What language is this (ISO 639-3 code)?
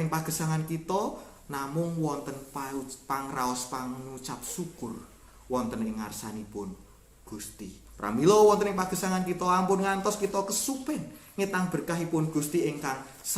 jav